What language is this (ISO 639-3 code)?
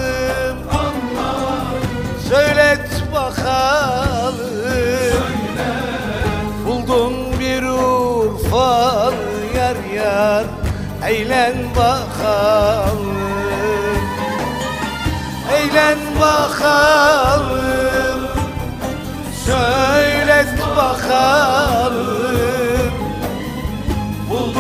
tur